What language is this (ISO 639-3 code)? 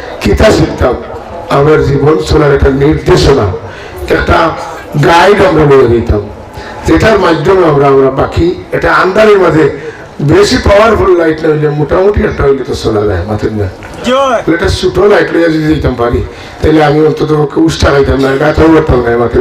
syl